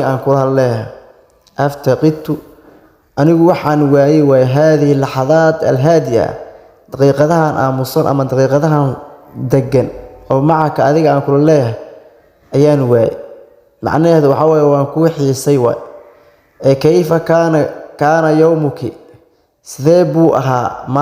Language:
Somali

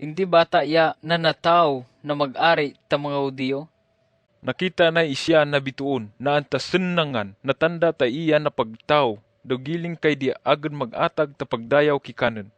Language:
Kagayanen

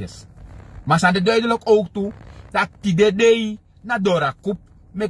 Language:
Sranan Tongo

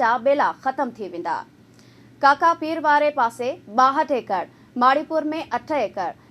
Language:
Sindhi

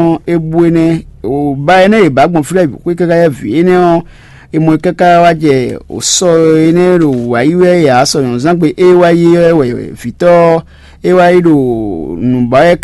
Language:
Fon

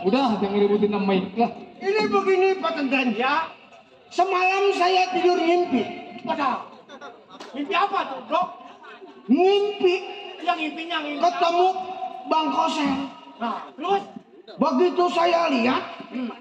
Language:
Betawi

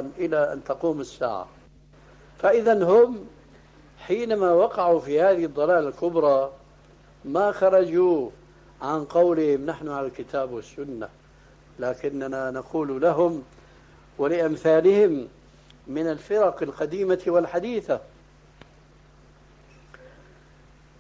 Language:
Arabic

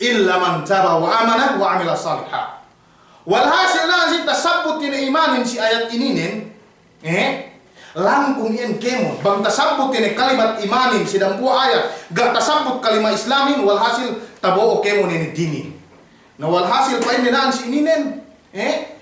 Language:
Yakan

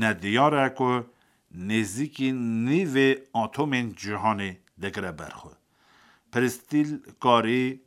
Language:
Kurdish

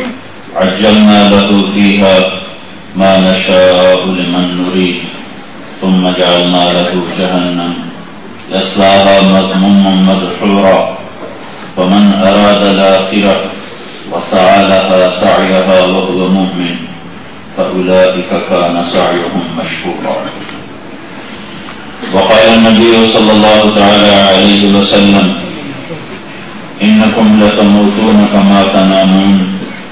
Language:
Urdu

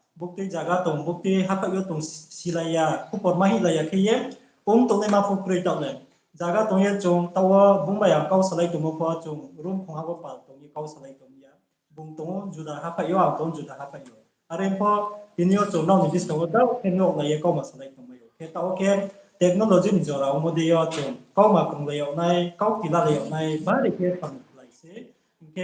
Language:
Riang (India)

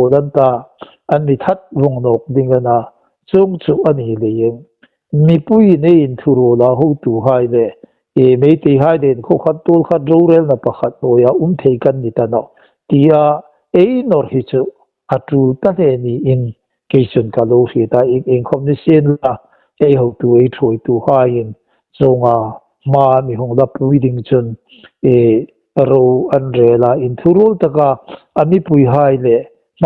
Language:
Hmar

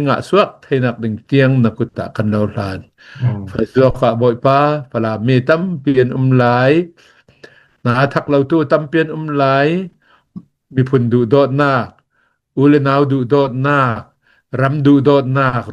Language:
Hakha Chin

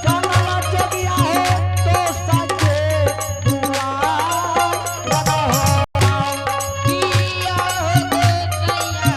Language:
Angika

